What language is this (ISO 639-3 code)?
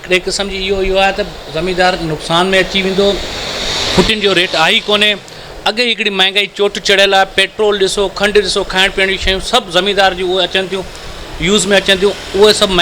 snd